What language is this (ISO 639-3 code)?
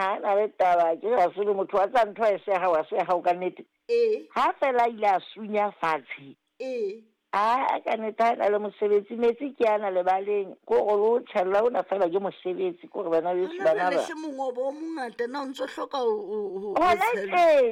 sot